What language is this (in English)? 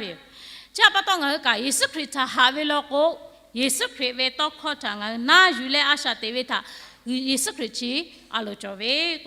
Lahu